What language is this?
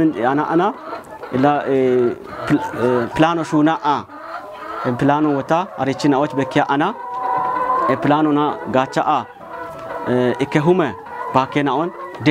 Kafa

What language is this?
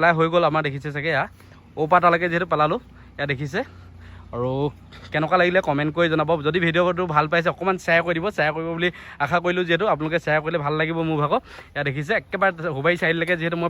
Assamese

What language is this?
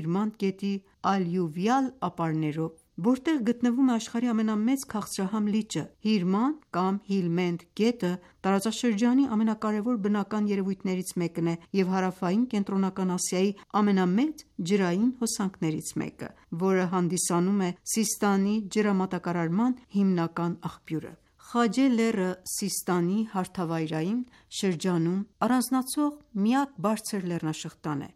Armenian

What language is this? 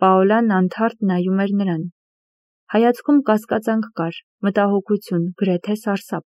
Armenian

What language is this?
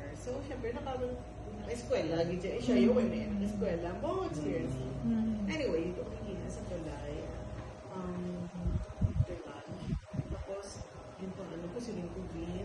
Hiligaynon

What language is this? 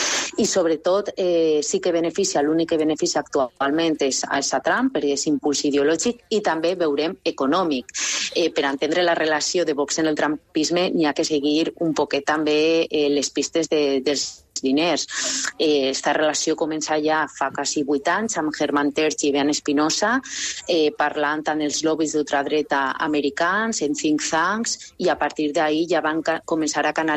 Catalan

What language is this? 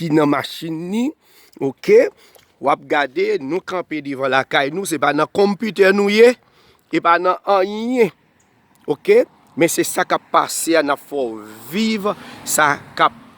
Haitian Creole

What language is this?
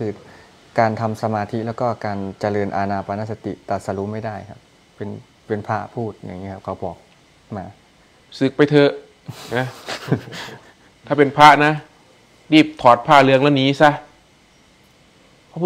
Thai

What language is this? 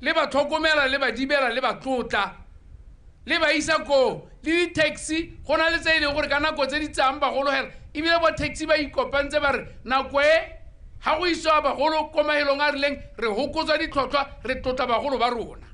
Tswana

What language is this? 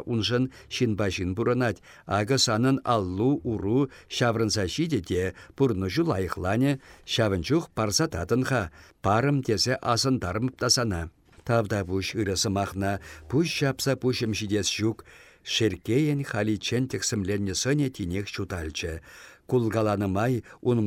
Chuvash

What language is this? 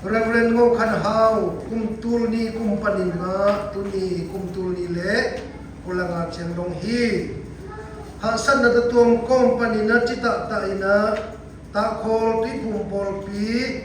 Siyin Chin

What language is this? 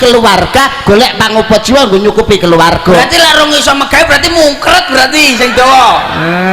Javanese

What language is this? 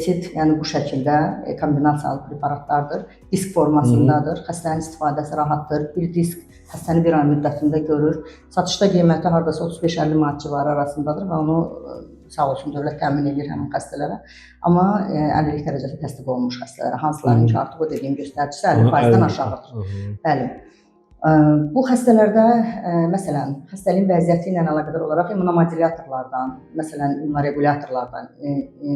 Azerbaijani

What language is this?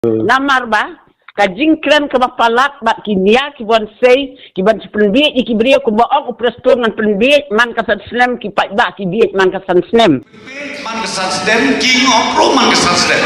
Khasi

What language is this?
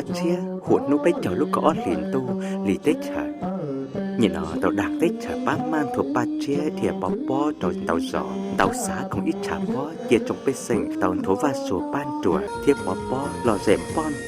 Hmong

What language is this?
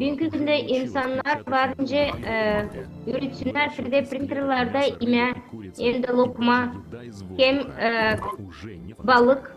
Gagauz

